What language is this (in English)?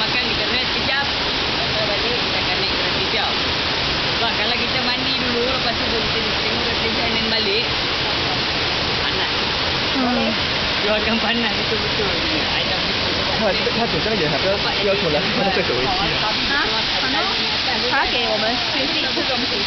Malay